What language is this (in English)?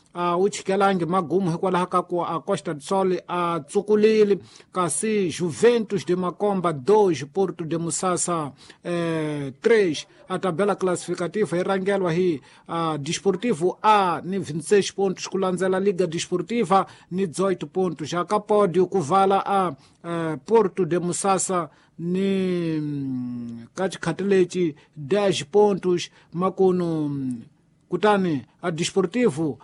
Tsonga